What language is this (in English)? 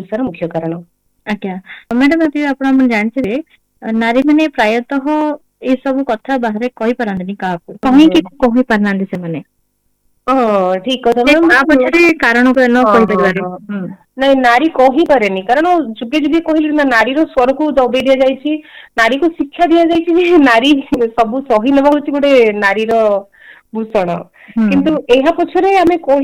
Odia